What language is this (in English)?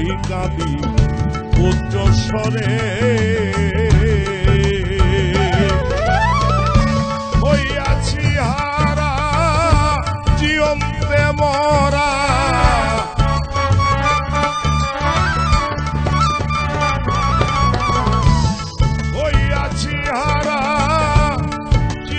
Bangla